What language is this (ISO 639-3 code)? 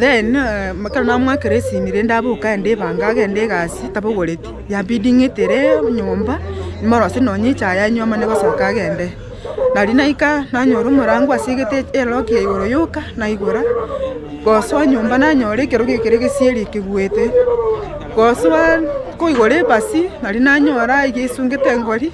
guz